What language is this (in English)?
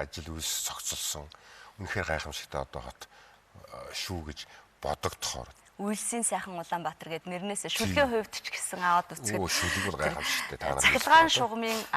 Mongolian